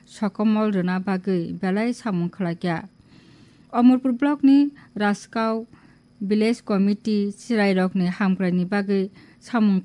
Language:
Kok Borok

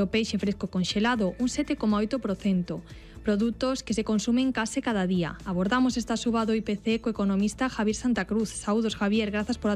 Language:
Galician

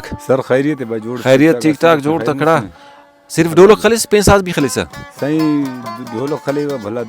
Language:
Brahui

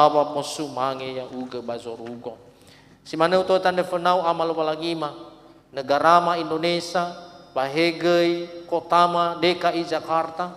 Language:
Nias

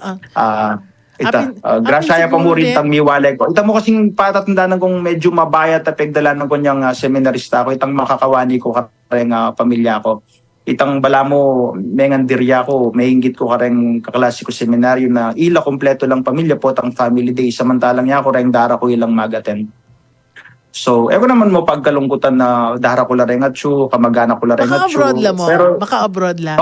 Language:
Pampanga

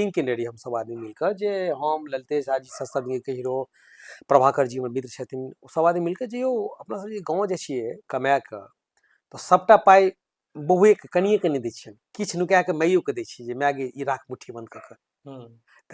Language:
Maithili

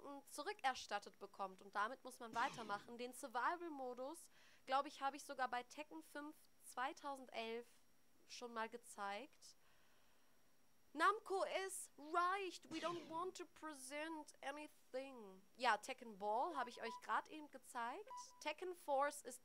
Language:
German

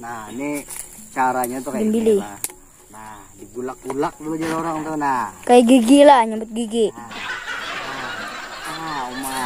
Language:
Banjar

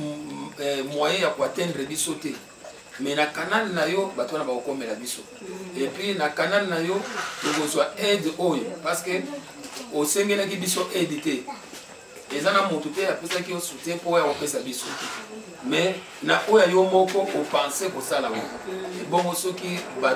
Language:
Lingala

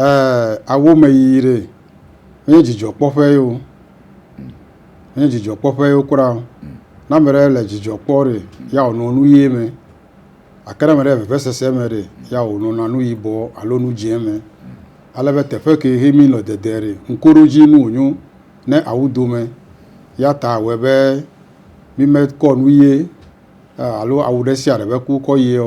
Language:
Ewe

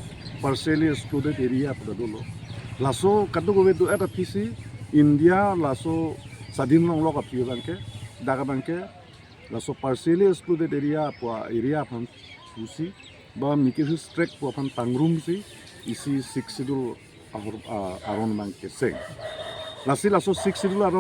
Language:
Karbi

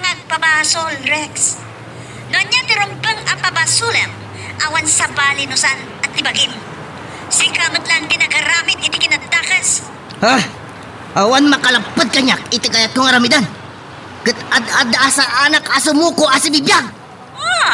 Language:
Iloko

